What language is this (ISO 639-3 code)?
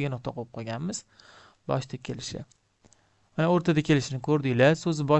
uzb